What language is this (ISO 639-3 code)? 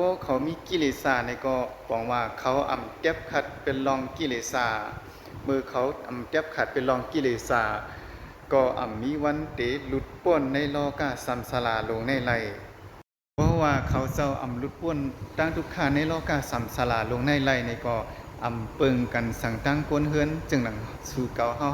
shn